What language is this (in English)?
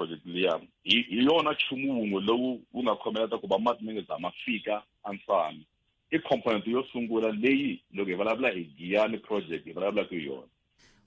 Tsonga